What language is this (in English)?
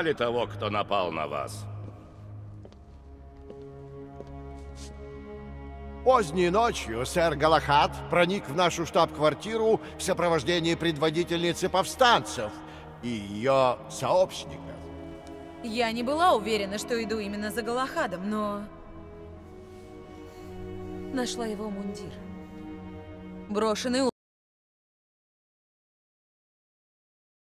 Russian